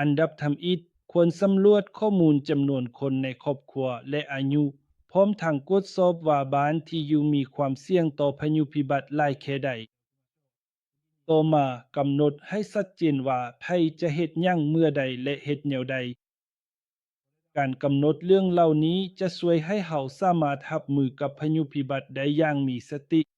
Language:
Lao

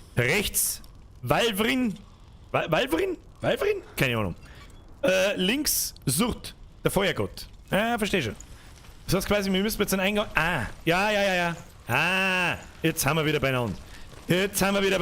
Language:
Bavarian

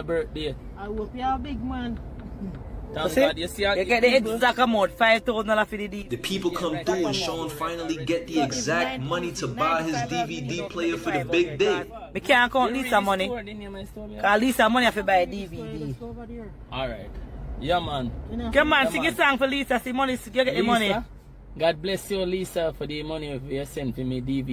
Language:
Jamaican Creole English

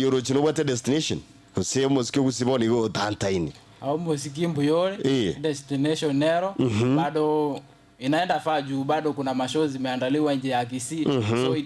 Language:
Gusii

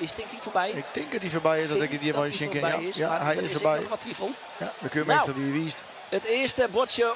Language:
Western Frisian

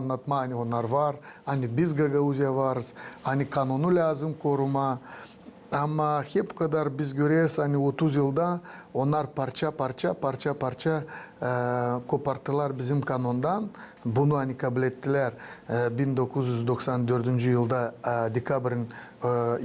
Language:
Gagauz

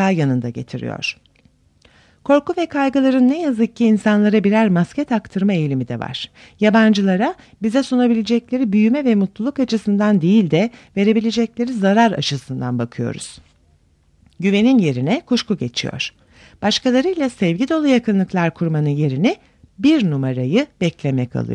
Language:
Turkish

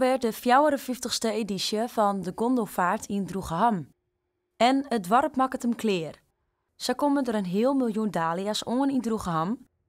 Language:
Western Frisian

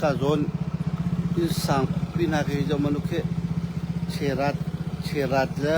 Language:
Hakha Chin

